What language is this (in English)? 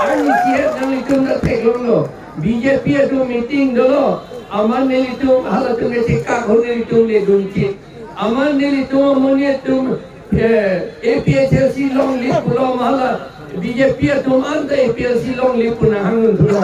Karbi